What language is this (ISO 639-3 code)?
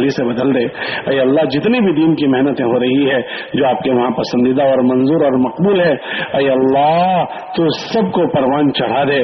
urd